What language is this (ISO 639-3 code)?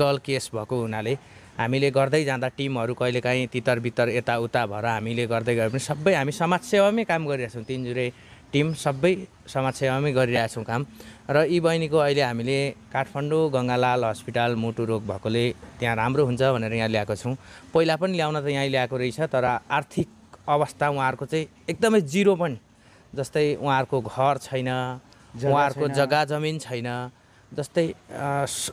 nep